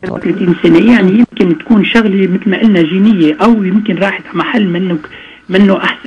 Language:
North Levantine Arabic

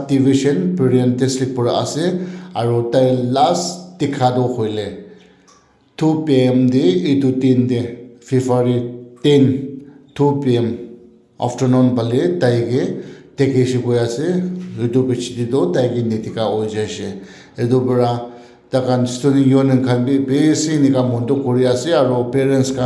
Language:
Naga Pidgin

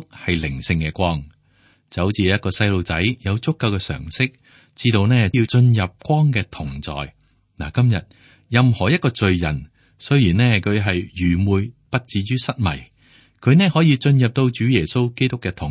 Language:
Cantonese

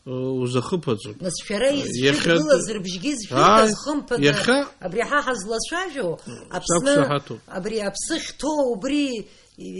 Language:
Abkhazian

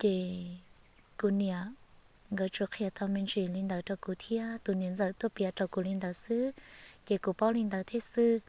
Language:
Hmong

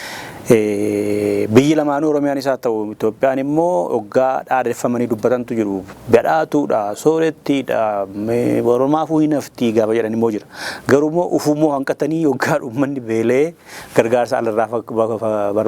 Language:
Oromo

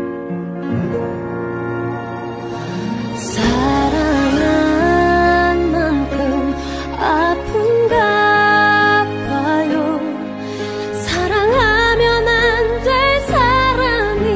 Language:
Korean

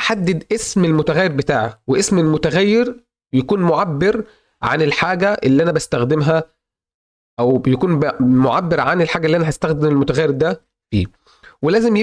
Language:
Egyptian Arabic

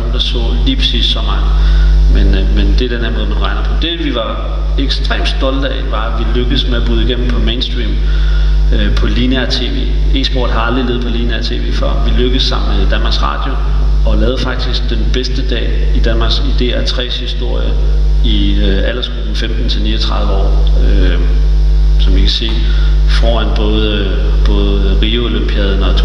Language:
Danish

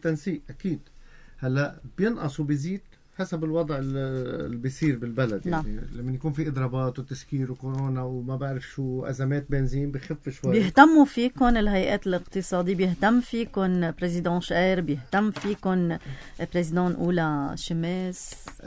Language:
North Levantine Arabic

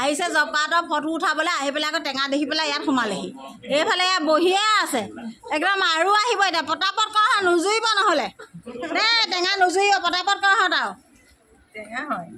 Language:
Assamese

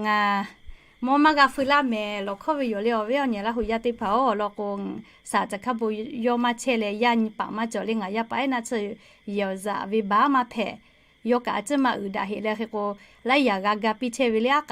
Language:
Lahu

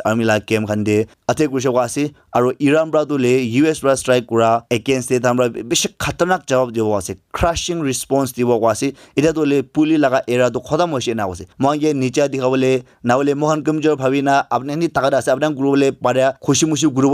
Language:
Naga Pidgin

